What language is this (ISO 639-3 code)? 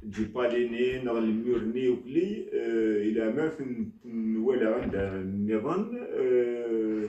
kab